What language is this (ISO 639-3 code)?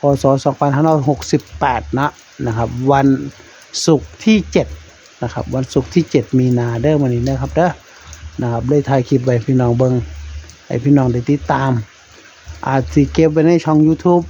tts